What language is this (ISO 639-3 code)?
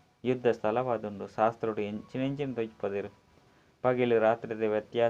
tcy